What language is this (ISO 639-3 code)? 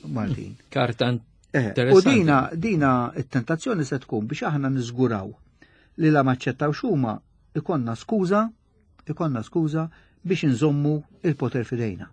mlt